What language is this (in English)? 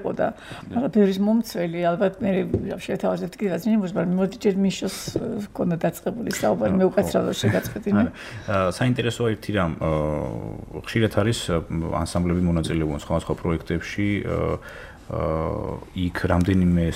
Georgian